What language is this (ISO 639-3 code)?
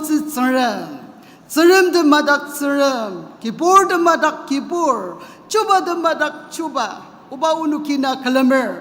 njo